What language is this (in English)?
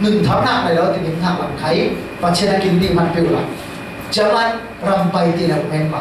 Falam Chin